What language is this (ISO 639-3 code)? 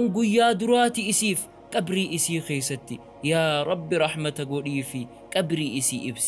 orm